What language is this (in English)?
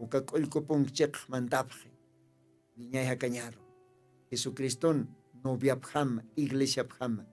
Aymara